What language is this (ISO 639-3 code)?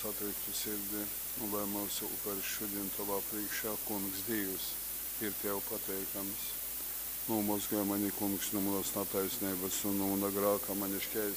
ltg